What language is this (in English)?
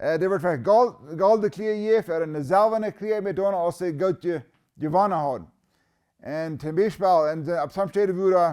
Plautdietsch